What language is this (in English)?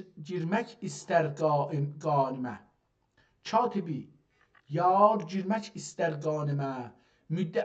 South Azerbaijani